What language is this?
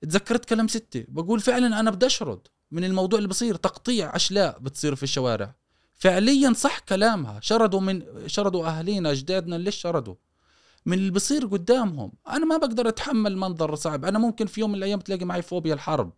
Gulf Arabic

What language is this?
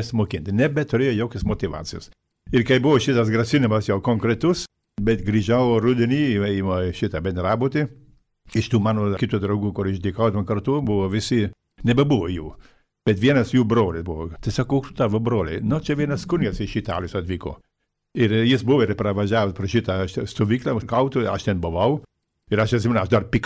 Lithuanian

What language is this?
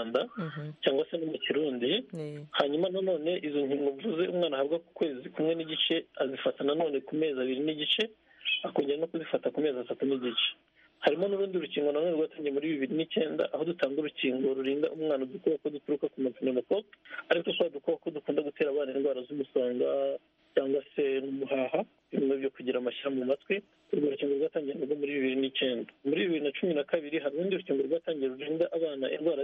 Kinyarwanda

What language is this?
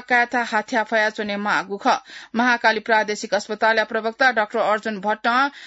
Newari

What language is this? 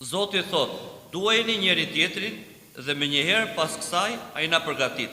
Albanian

